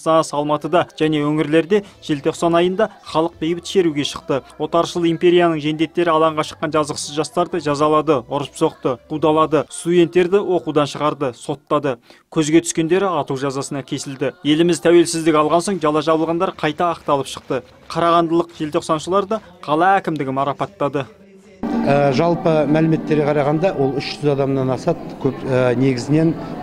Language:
Kazakh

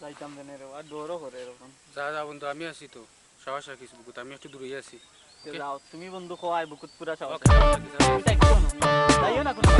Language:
Sylheti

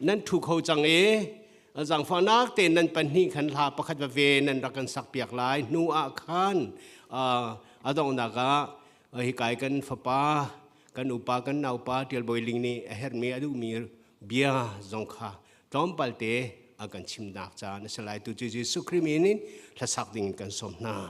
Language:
Hakha Chin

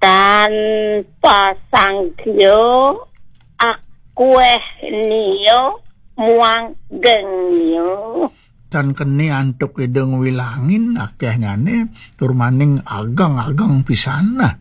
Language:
Balinese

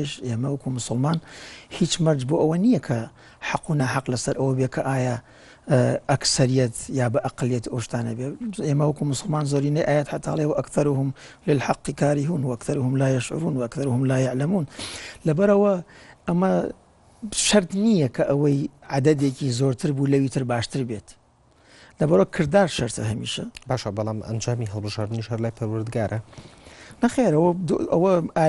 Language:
Central Kurdish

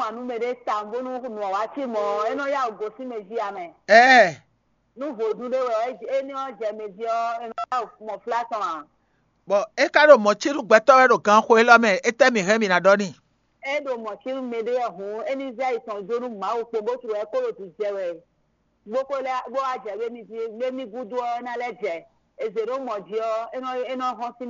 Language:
Fon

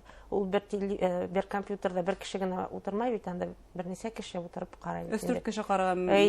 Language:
Bashkir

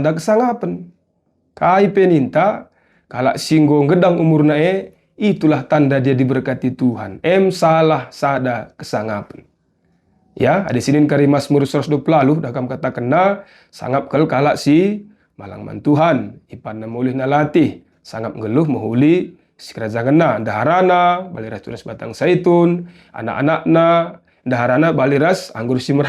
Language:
Batak Karo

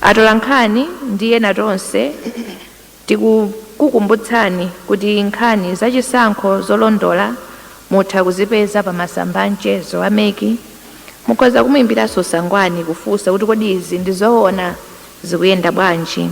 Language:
Nyanja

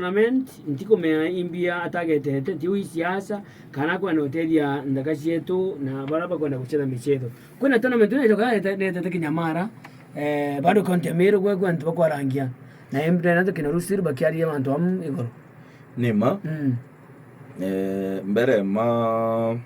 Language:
Meru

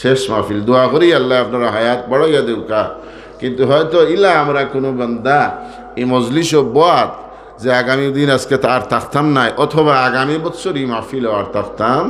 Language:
Sylheti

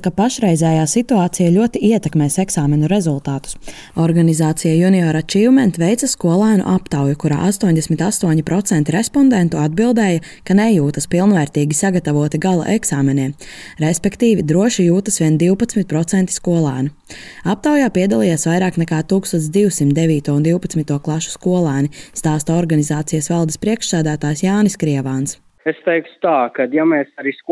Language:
Latvian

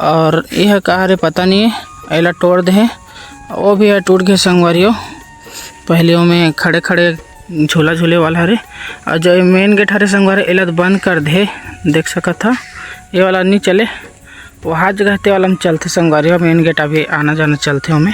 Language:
Chhattisgarhi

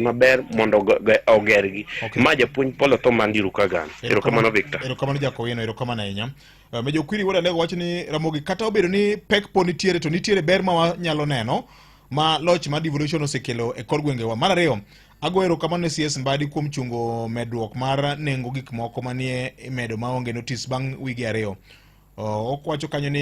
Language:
Luo (Kenya and Tanzania)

